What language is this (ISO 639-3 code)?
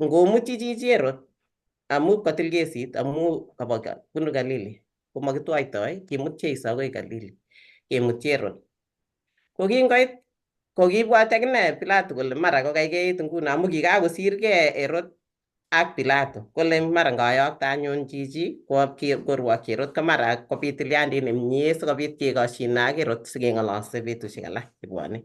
kln